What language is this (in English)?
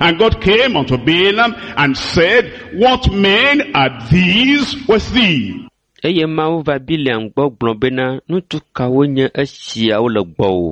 Ewe